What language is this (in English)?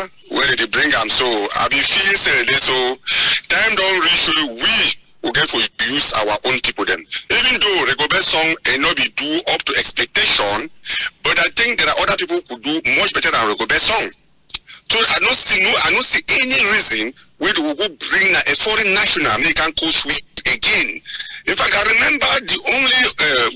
Cameroon Pidgin